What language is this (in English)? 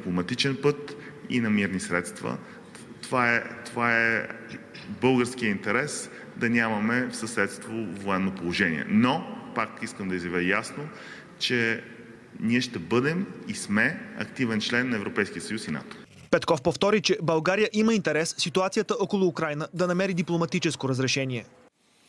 Bulgarian